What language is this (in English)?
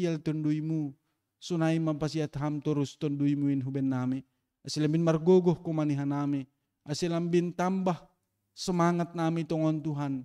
Batak Simalungun